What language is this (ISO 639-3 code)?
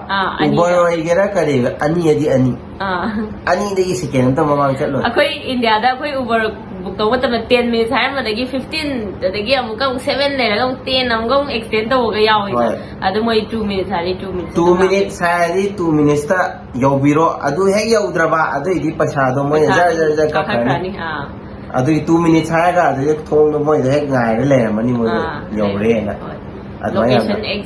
mni